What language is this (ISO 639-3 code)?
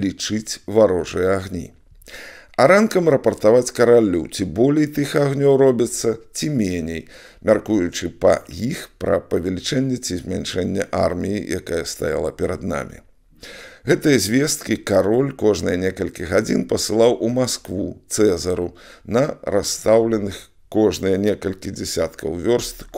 bel